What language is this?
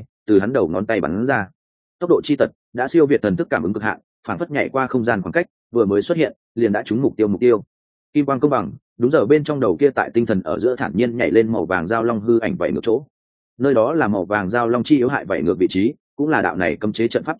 Vietnamese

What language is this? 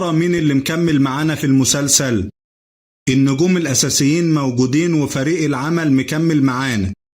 Egyptian Arabic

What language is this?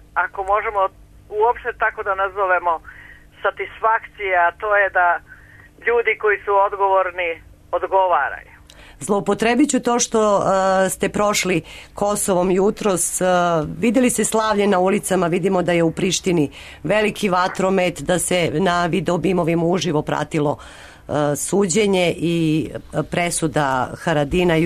Serbian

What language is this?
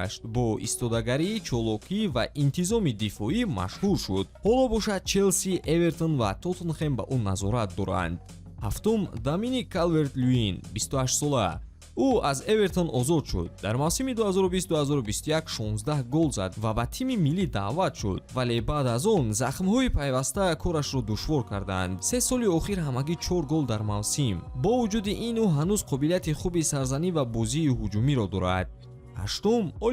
Tajik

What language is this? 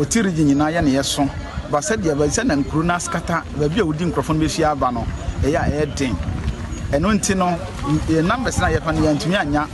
Akan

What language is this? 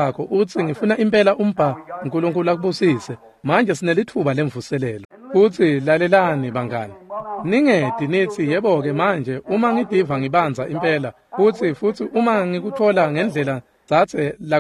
Swati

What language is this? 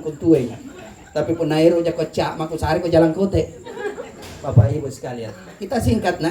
Makasar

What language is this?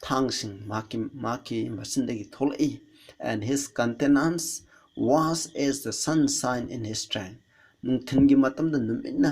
Manipuri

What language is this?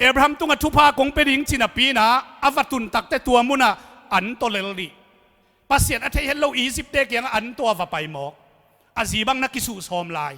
Tedim Chin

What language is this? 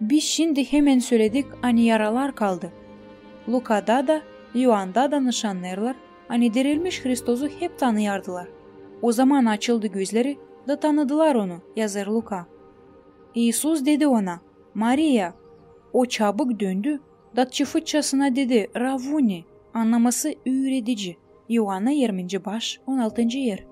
Gagauz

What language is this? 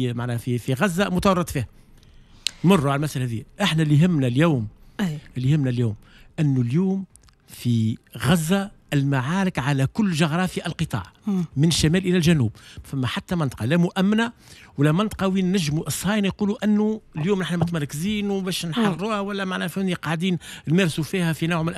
Tunisian Arabic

